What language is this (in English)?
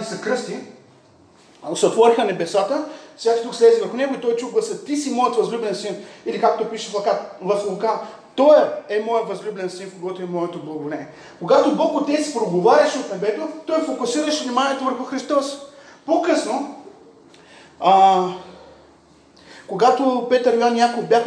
Bulgarian